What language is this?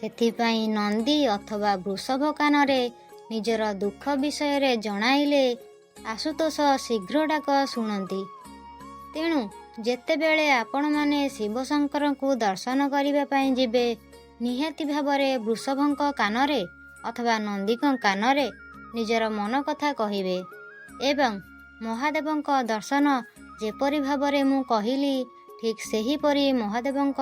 Odia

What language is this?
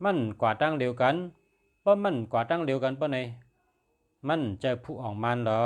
Shan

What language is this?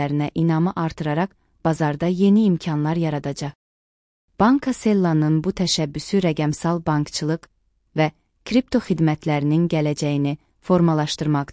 Azerbaijani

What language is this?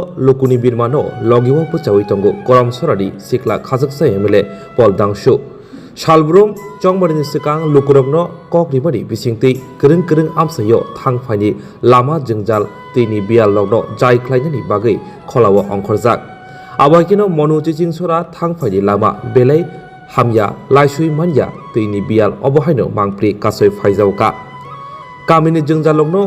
Kok Borok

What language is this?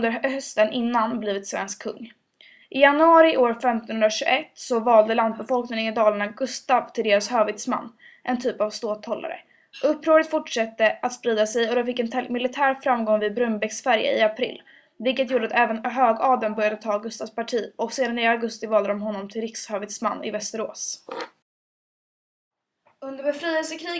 Swedish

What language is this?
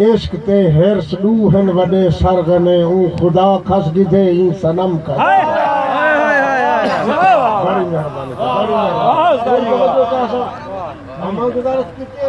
Saraiki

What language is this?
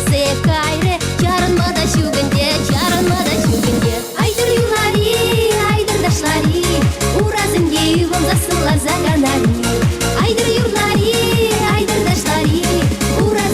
Chuvash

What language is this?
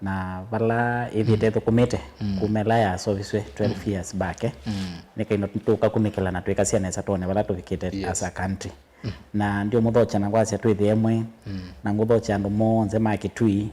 Kamba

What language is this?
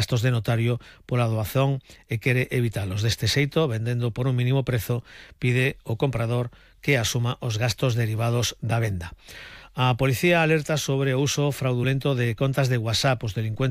Galician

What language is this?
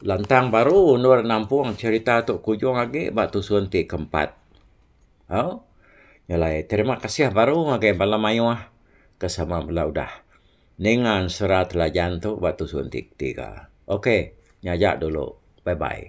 Iban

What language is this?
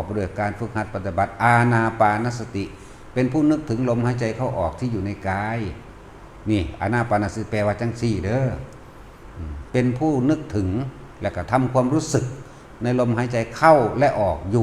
Northeastern Thai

